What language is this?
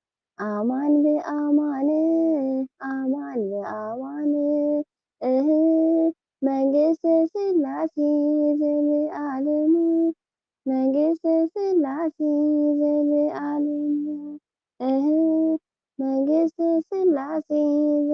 Tigrinya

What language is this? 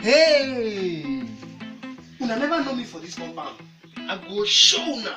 Nigerian Pidgin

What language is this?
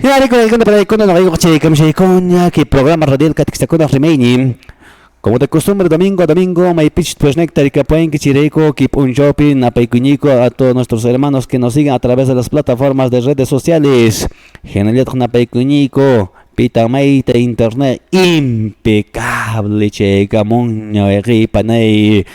Quechua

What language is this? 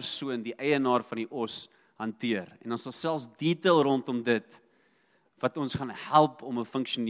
Afrikaans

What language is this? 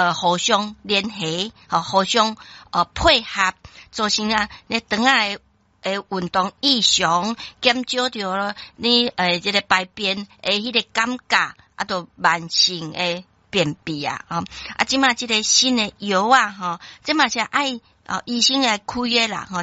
Min Nan Chinese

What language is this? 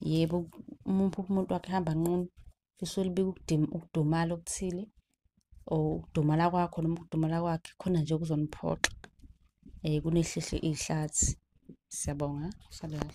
Zulu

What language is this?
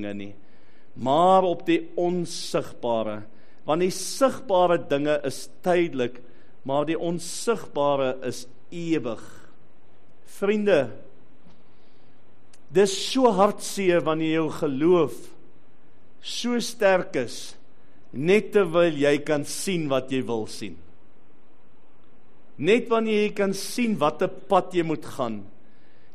Afrikaans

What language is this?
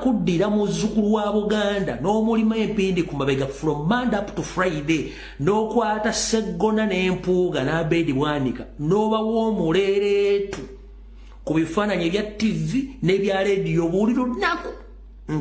Ganda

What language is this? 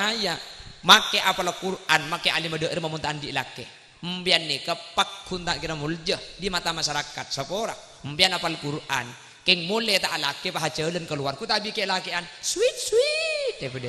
Madurese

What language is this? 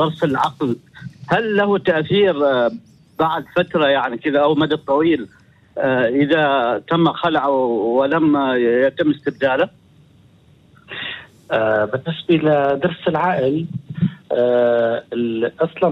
Arabic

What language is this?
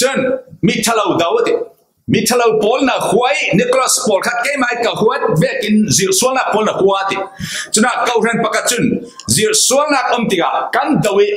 Falam Chin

